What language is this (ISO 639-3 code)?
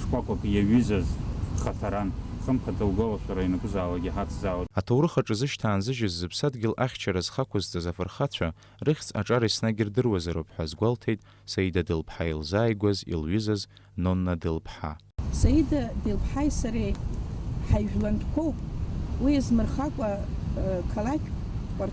abk